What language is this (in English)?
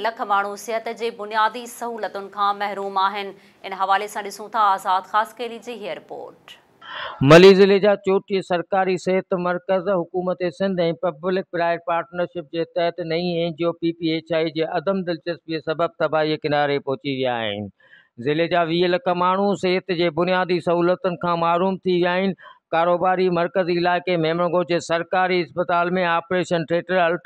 Sindhi